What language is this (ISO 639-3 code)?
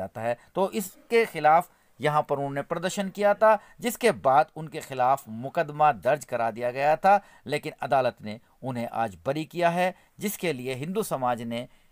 hin